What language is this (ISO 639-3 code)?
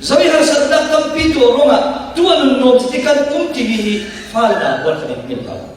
cfm